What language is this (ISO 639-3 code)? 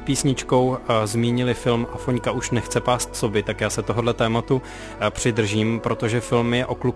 ces